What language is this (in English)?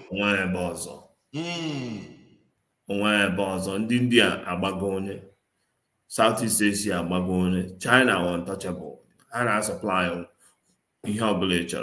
Igbo